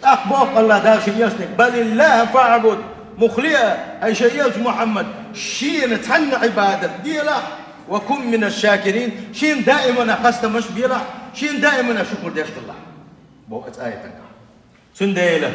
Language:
Chechen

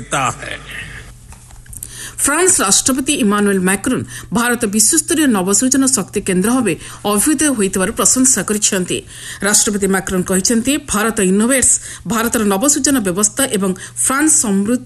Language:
Odia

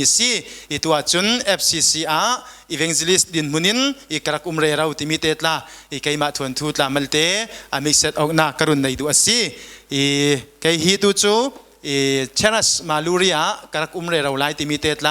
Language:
Falam Chin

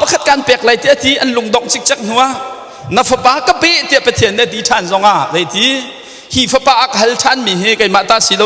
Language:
Hakha Chin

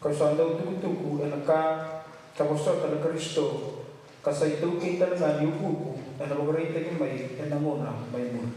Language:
Fijian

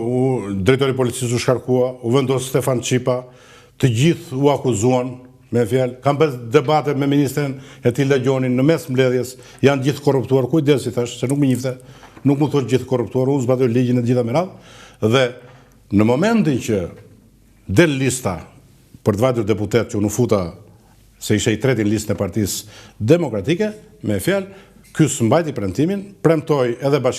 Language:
Albanian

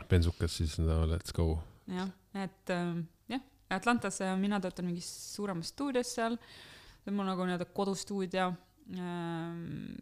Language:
Estonian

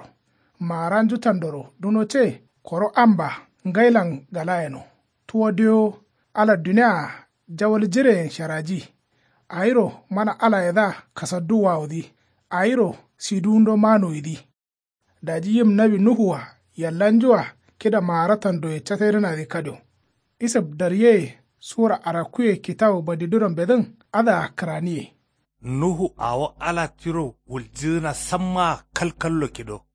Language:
Kanuri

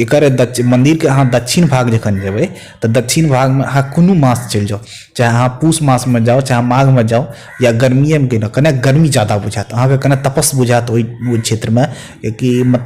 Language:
Maithili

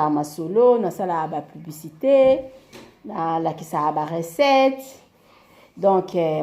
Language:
Lingala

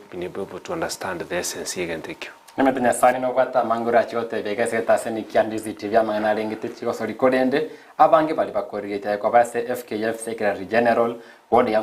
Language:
Gusii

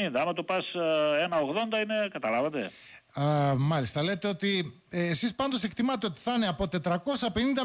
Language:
Greek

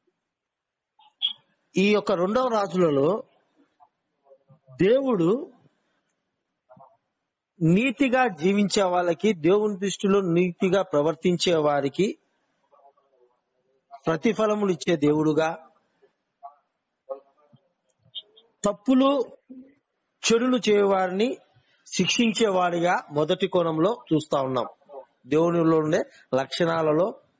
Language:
Telugu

